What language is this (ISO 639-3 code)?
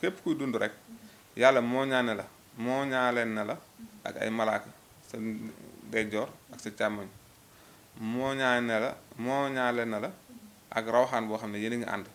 wol